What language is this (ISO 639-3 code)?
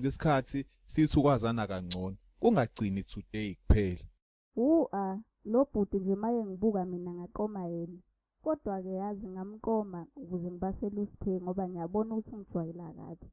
zul